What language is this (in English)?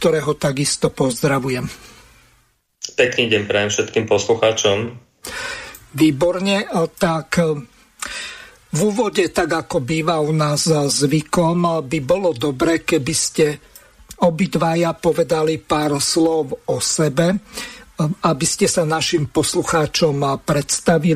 Slovak